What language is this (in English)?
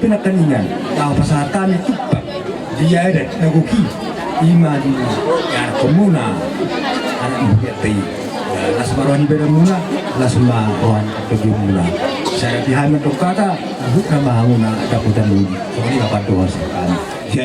Batak Toba